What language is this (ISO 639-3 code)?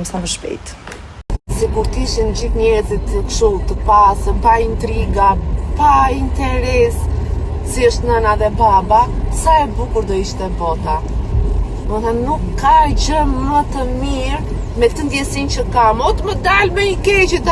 sqi